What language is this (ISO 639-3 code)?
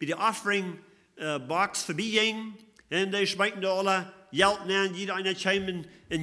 pdt